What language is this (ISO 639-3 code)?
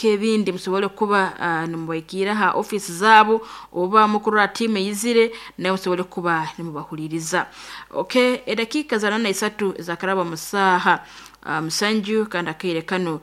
nyn